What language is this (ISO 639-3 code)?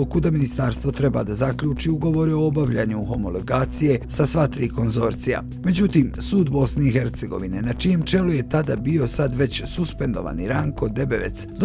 bos